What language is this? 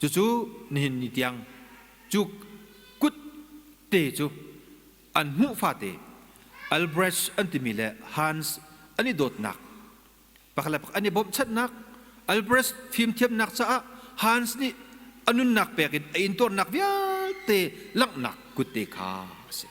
Hakha Chin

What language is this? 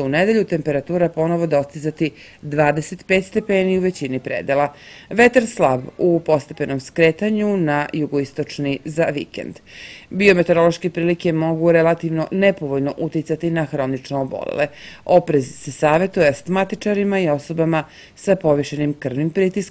Serbian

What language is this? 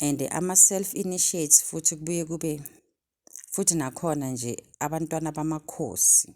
Zulu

